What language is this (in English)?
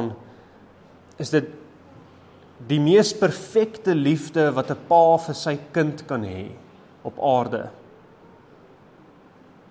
Afrikaans